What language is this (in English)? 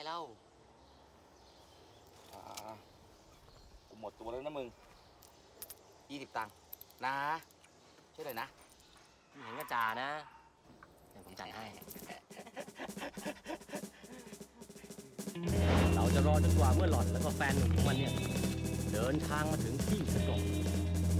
Thai